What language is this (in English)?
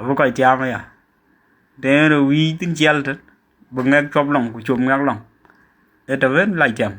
Dinka